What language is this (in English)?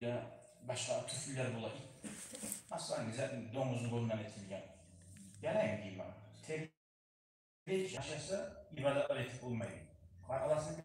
Kumyk